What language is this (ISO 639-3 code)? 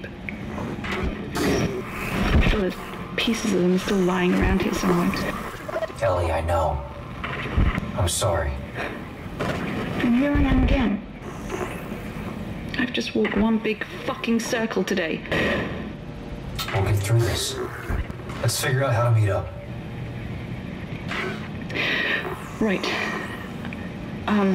eng